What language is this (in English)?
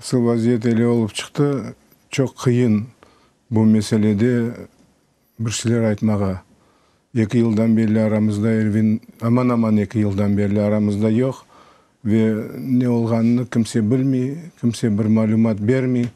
Crimean Tatar